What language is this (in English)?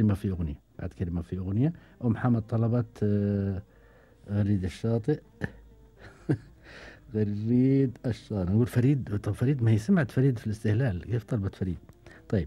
Gulf Arabic